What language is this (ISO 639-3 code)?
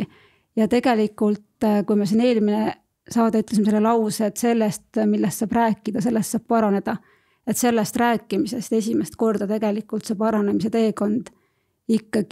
est